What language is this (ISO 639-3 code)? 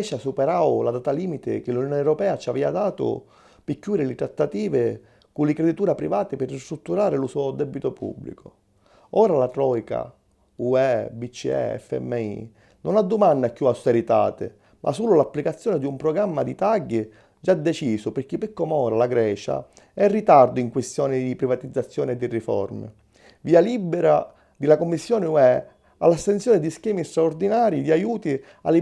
scn